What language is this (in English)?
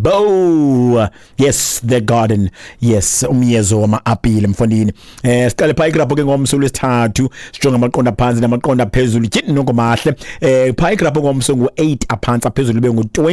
Xhosa